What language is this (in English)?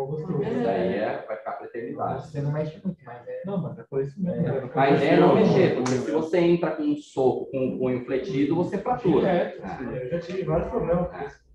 Portuguese